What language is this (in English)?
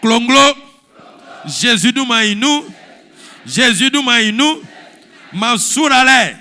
Baoulé